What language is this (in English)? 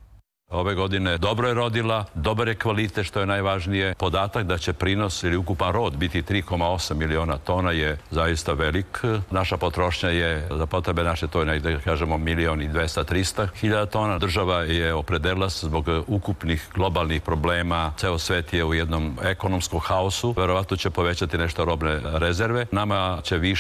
Serbian